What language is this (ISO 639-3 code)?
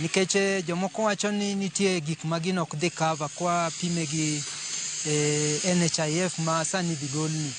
luo